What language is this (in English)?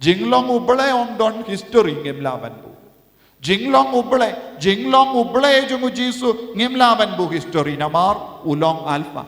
Khasi